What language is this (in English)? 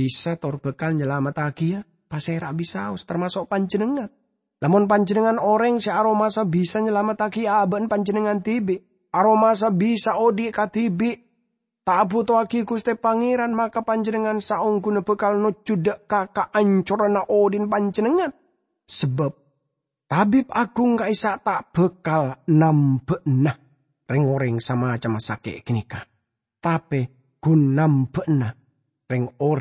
Madurese